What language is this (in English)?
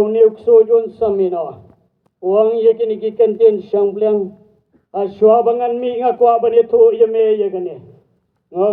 Khasi